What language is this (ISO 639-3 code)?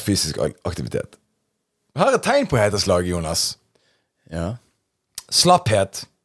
nor